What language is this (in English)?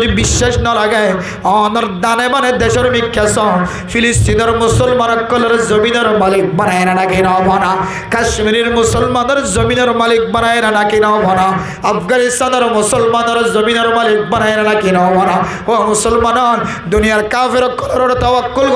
Rohingya